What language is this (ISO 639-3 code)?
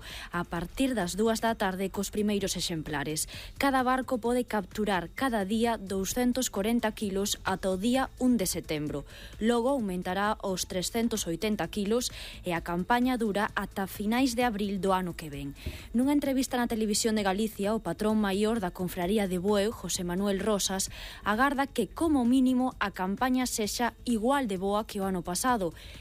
glg